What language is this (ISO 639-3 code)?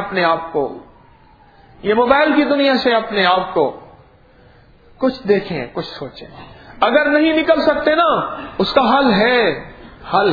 urd